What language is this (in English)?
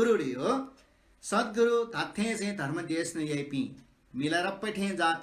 Newari